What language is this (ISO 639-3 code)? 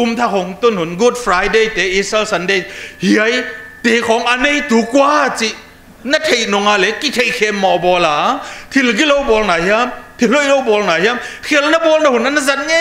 tha